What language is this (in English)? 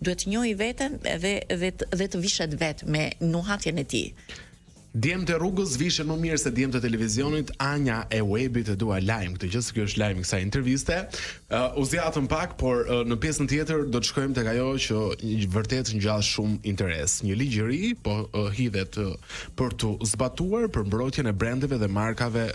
Albanian